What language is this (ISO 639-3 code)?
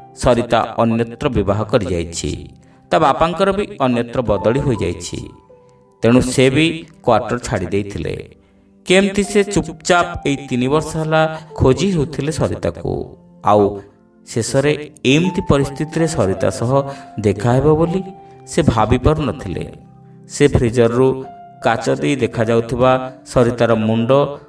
ori